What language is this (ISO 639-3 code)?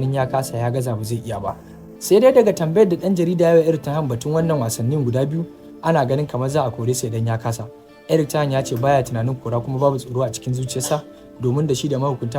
hau